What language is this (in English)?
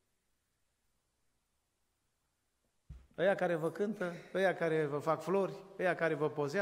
Romanian